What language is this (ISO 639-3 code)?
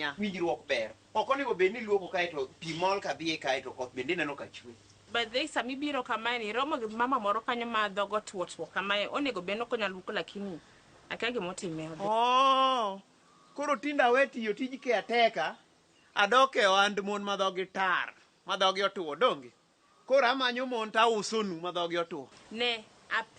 luo